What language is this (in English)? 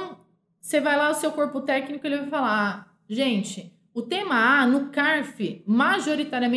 Portuguese